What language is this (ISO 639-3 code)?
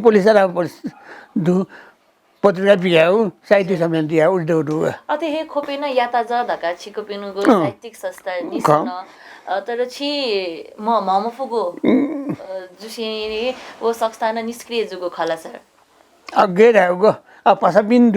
new